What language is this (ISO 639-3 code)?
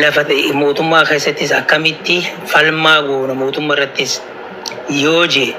orm